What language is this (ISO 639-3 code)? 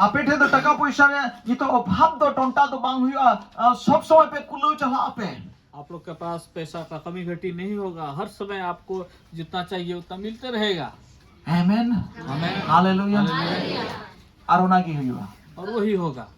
sat